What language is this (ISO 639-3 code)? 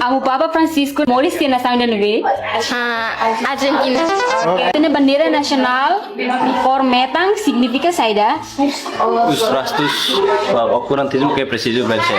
tet